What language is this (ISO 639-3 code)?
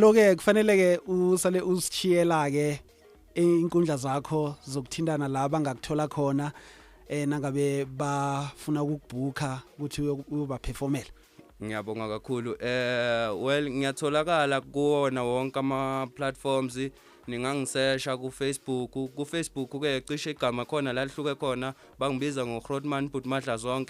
zul